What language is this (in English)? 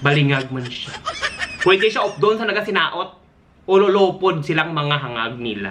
Hiligaynon